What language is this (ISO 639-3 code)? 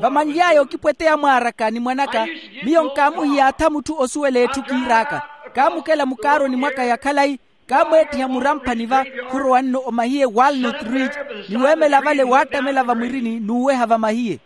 vmw